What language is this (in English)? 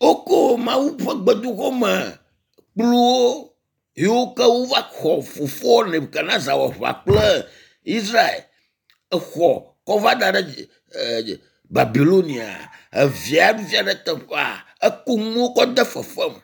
Ewe